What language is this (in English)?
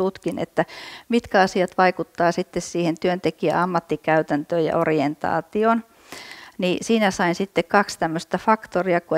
Finnish